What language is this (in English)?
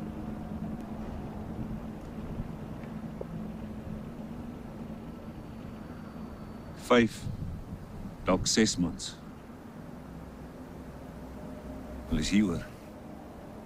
Afrikaans